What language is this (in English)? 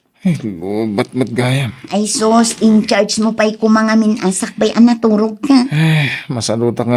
Iloko